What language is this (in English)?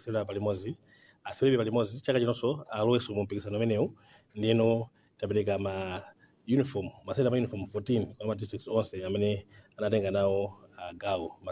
Nyanja